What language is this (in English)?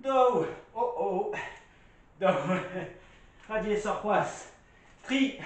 Breton